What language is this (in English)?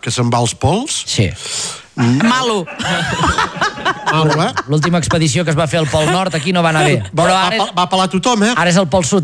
Catalan